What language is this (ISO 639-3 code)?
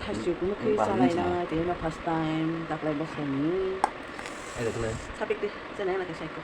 trp